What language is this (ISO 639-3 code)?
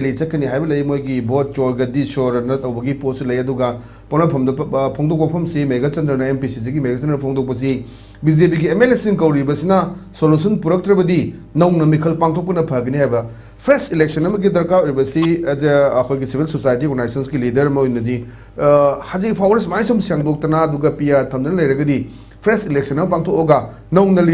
mni